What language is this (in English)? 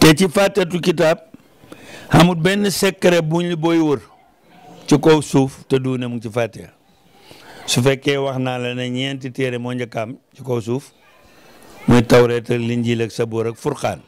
Wolof